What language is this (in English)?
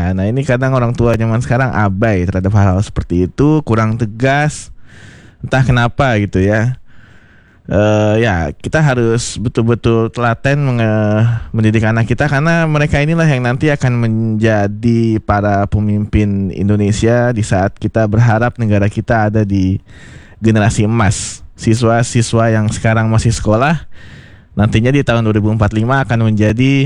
Indonesian